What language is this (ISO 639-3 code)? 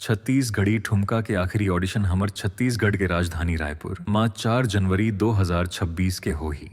hne